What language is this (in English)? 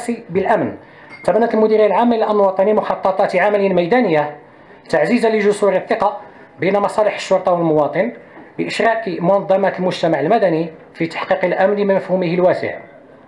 Arabic